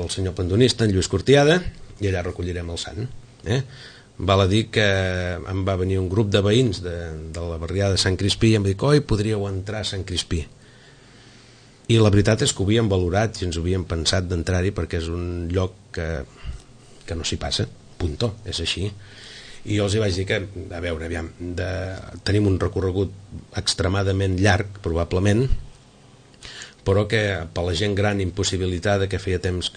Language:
Catalan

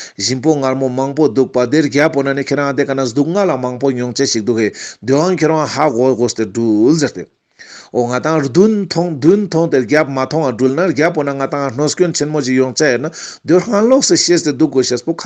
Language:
Ladakhi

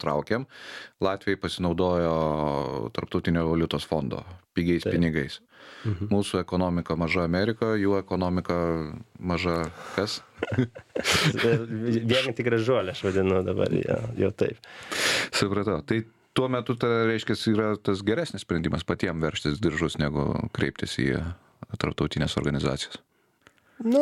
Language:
Lithuanian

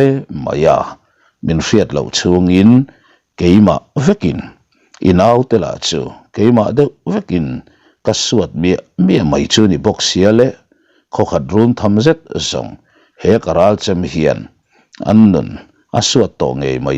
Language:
Mizo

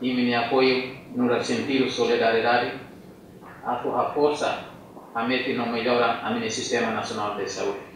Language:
Tetum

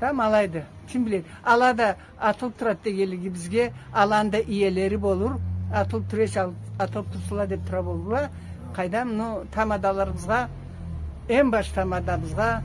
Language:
Karachay-Balkar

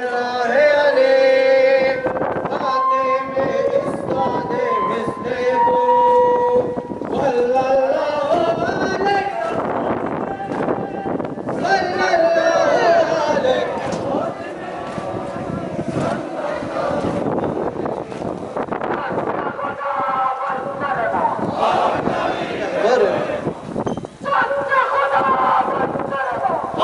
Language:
Urdu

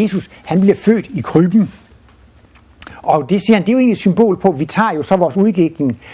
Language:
Danish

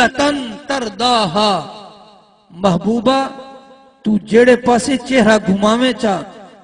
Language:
Saraiki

